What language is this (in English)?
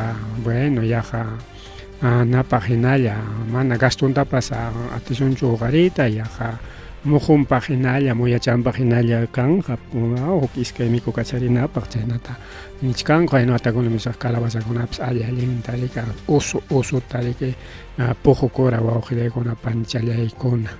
Ayacucho Quechua